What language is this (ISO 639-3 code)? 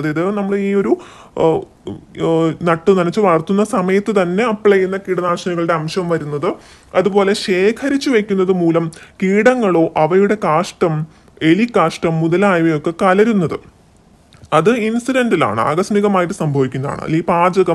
mal